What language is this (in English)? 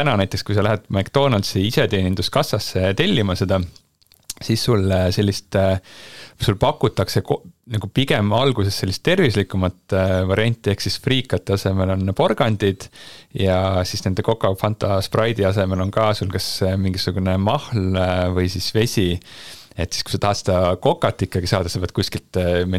Estonian